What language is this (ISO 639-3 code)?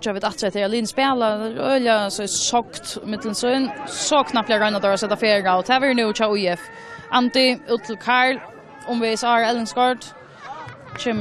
fao